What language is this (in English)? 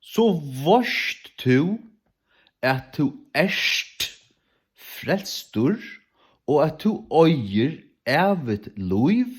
Faroese